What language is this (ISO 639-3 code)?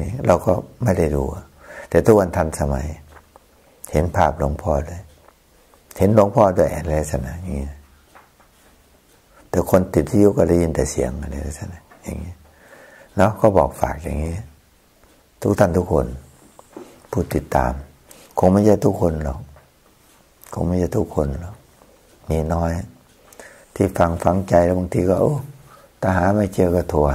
tha